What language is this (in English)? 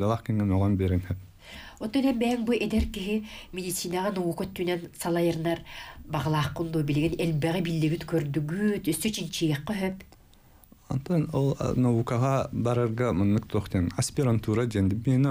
Yakut